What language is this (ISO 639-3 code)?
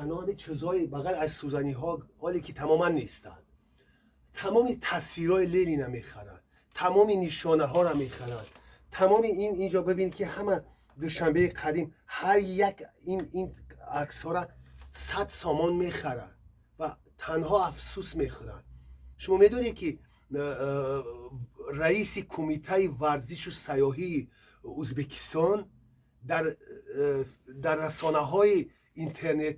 tgk